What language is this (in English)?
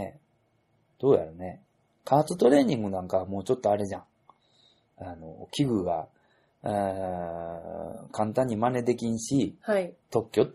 Japanese